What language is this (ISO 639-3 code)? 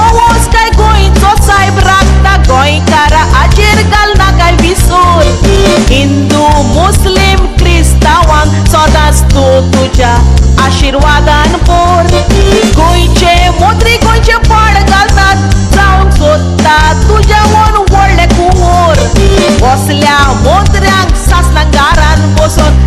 kok